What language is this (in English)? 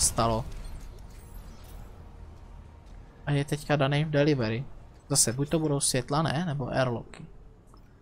Czech